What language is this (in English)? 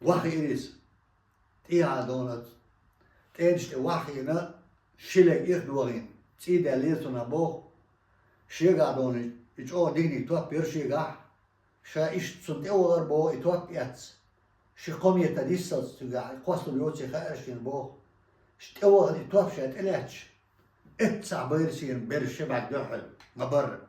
Chechen